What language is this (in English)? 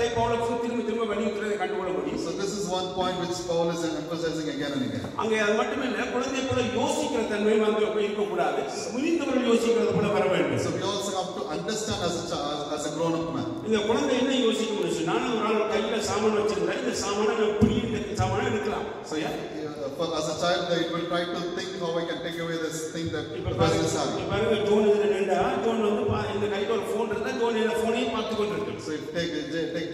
Tamil